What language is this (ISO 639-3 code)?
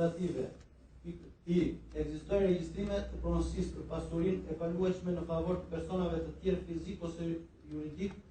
sqi